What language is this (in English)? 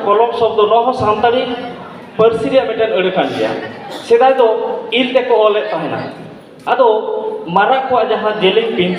Santali